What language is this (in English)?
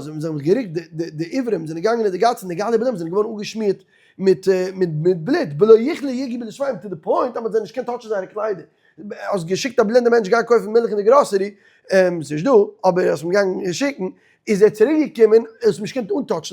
Yiddish